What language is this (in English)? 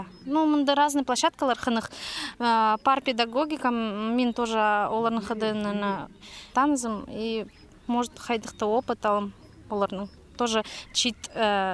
Khakas